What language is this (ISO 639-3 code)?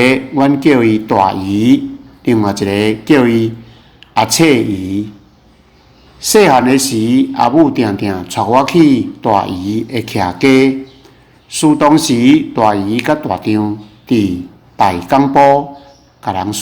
nan